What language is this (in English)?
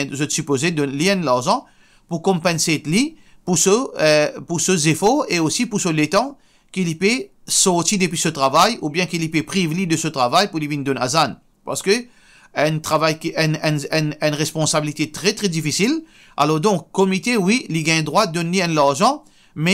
Morisyen